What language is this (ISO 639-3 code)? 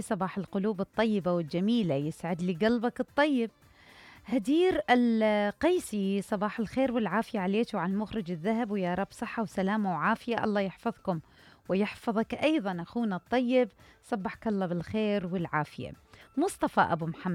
acm